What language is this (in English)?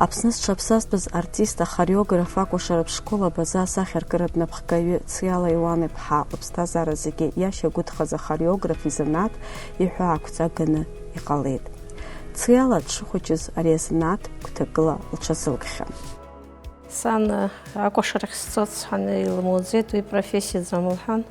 Abkhazian